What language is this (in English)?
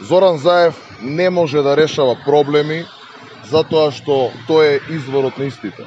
Macedonian